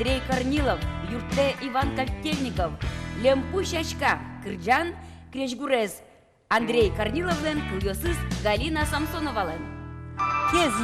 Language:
Udmurt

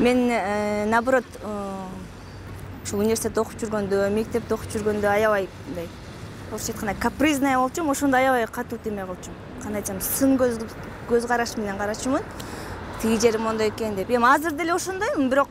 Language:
Kyrgyz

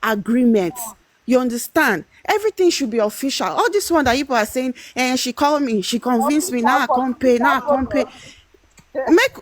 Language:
Nigerian Pidgin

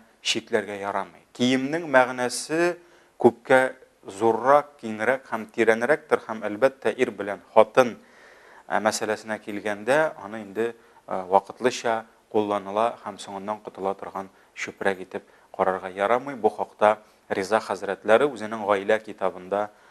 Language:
Tatar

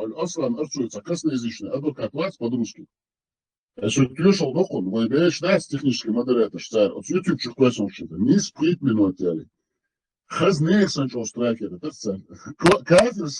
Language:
Chechen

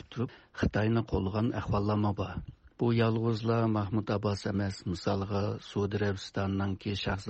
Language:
Uyghur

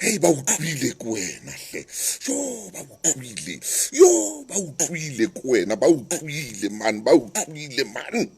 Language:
Southern Sotho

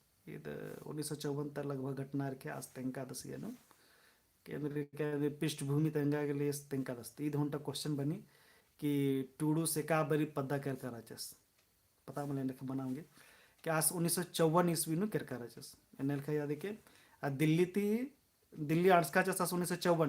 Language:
Kurukh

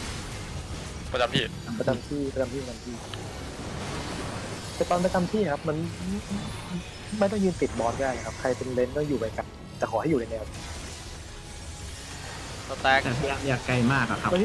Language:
Thai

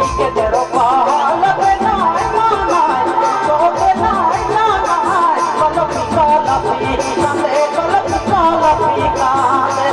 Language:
Sadri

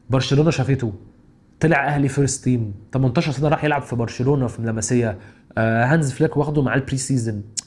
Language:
Egyptian Arabic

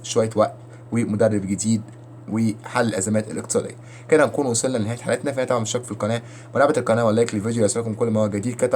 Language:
Egyptian Arabic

